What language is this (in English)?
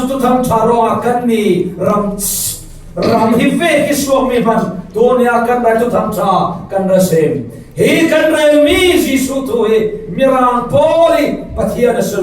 Falam Chin